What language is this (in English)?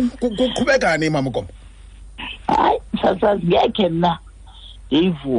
Xhosa